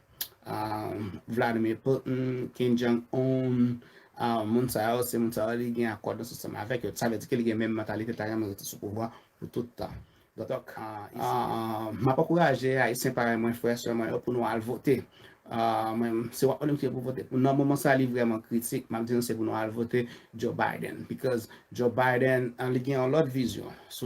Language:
Haitian Creole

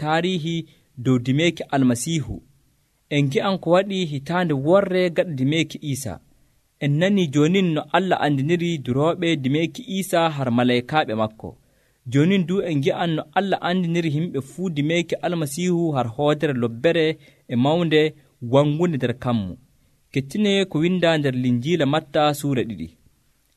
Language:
Nigerian Fulfulde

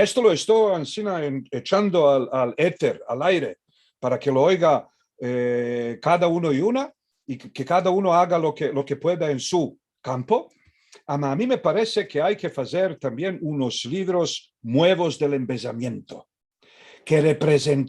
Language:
Ladino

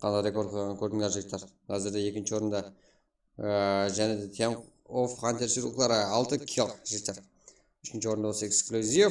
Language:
Kara-Kalpak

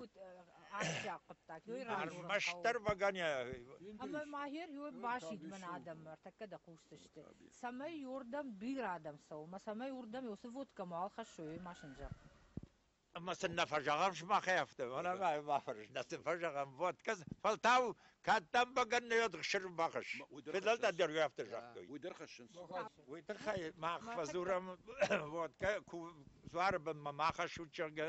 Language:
Ossetic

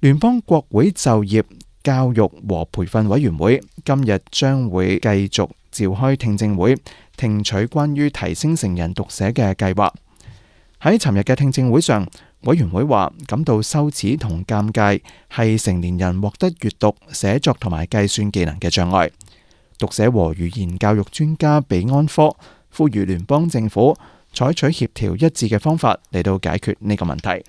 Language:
Cantonese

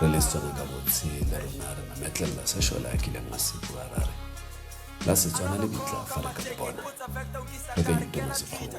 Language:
Tswana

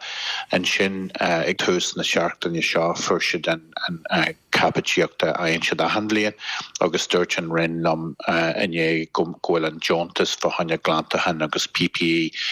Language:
Irish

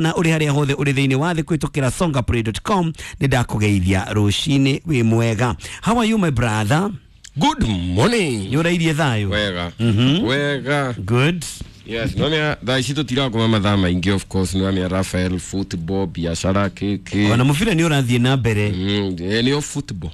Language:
Kikuyu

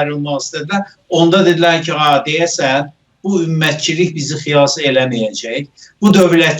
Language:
South Azerbaijani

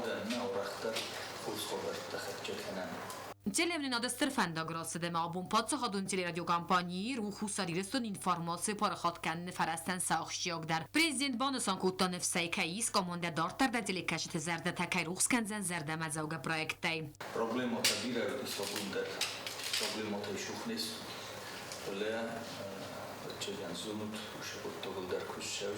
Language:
Ossetic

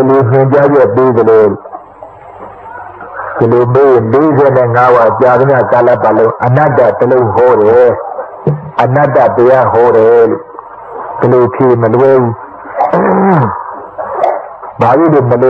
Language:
Burmese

